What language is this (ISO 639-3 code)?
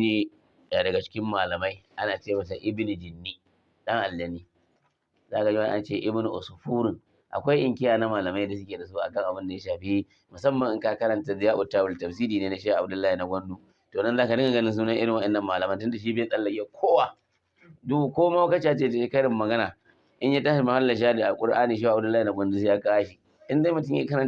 hau